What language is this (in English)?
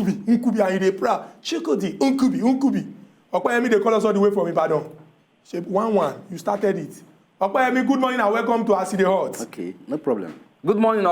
Nigerian Pidgin